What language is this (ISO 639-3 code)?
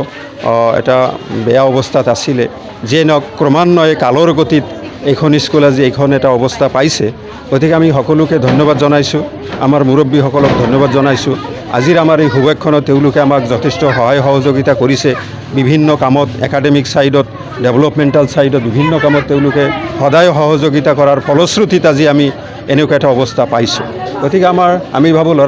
asm